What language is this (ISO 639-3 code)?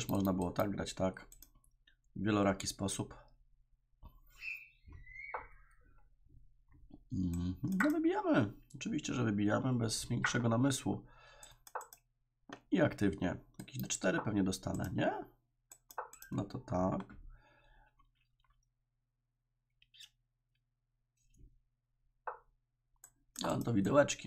pol